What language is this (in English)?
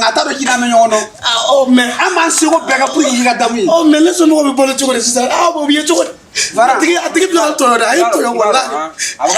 Bambara